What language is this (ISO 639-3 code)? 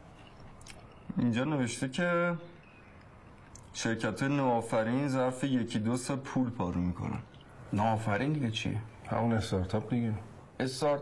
fas